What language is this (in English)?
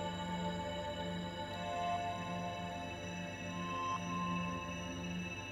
Finnish